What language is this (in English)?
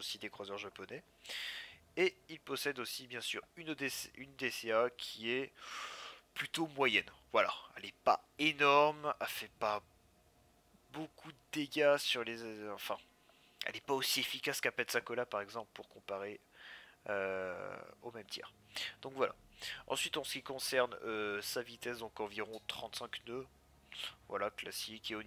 French